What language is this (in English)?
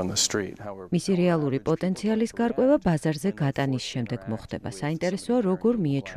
Georgian